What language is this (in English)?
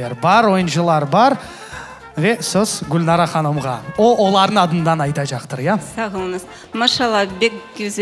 Crimean Tatar